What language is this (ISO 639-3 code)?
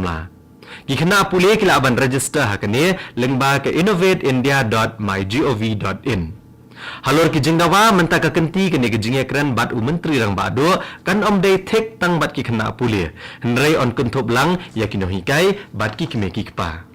kha